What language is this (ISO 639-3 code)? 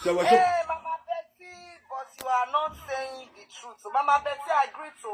pcm